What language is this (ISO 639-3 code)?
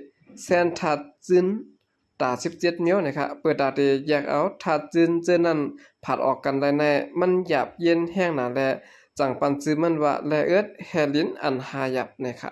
shn